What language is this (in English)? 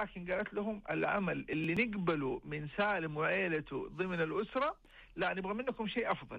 Najdi Arabic